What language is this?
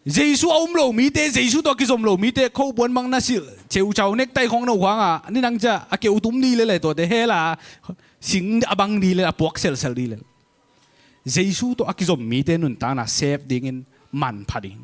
Tedim Chin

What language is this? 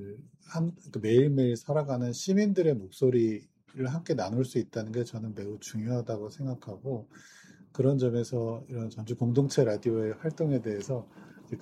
Korean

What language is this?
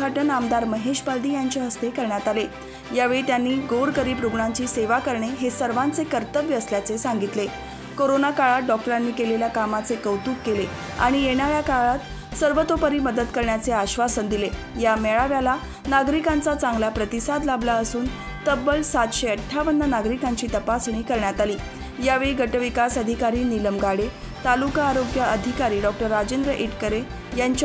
Marathi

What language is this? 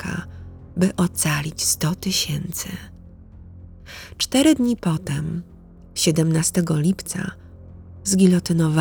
Polish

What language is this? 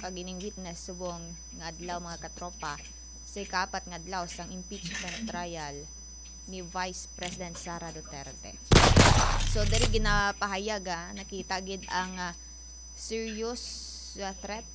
Hiligaynon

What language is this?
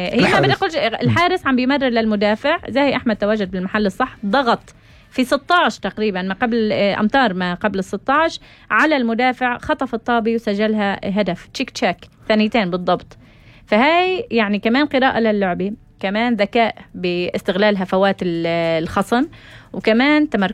North Levantine Arabic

